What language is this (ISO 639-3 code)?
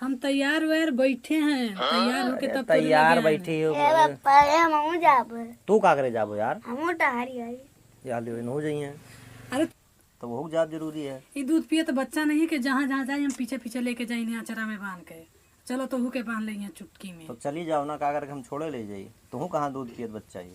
awa